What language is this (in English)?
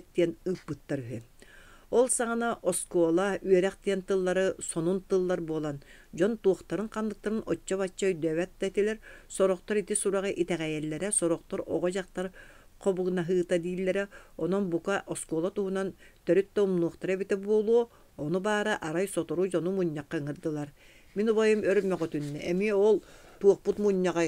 Yakut